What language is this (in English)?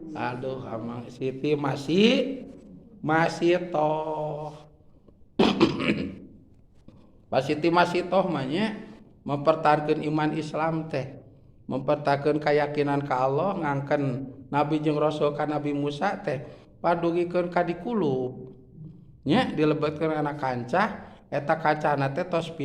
Sundanese